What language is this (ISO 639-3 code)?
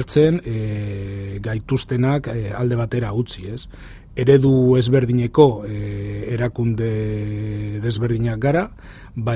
eus